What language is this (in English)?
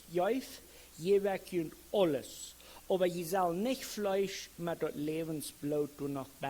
Plautdietsch